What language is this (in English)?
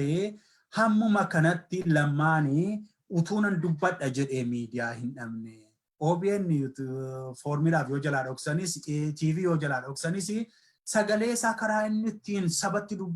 Oromo